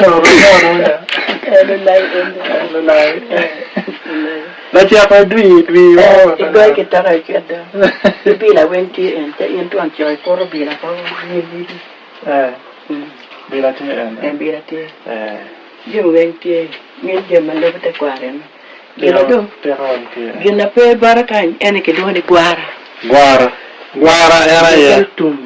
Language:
Acoli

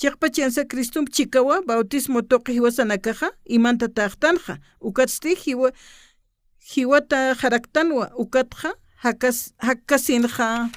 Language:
Aymara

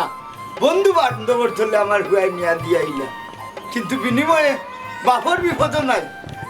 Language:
Sylheti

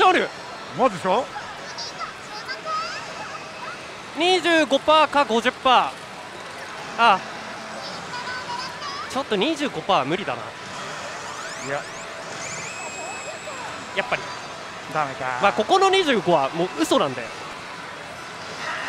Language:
Japanese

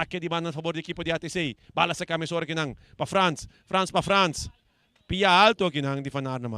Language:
Papiamento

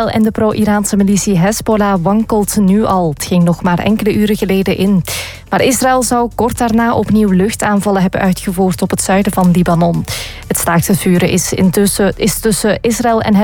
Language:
Dutch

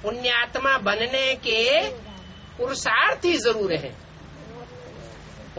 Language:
Hindi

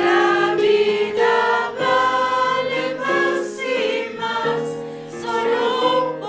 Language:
South Bolivian Quechua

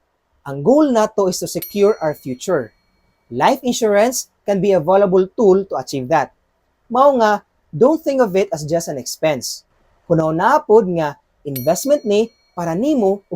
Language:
Cebuano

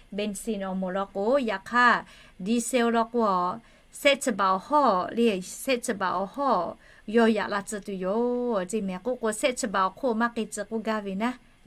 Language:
Lahu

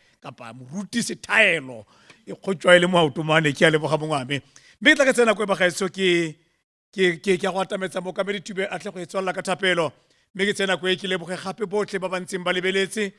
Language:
Tswana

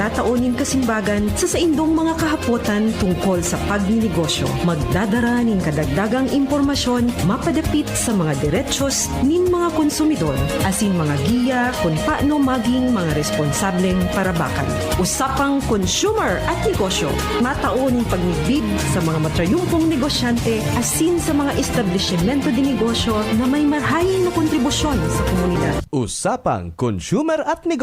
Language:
Bikol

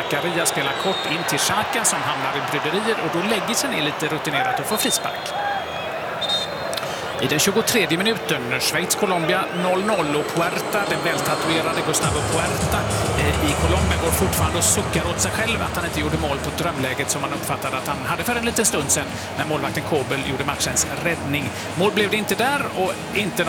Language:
Swedish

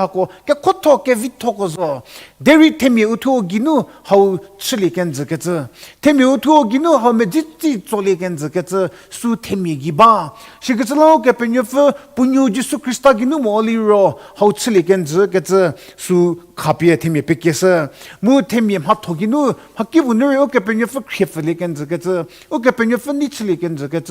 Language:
Angami Naga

